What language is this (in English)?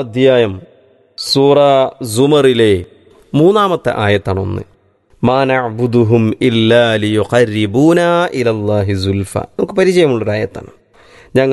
Malayalam